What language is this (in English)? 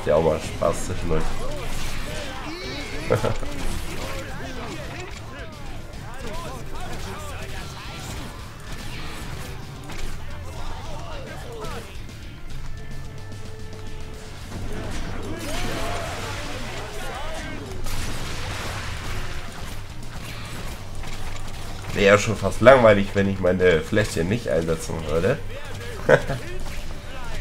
German